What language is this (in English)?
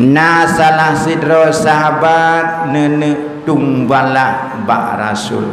Achinese